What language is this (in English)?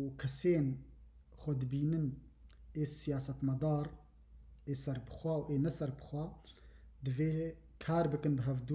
Kurdish